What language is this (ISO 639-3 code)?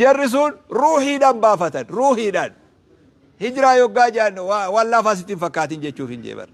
orm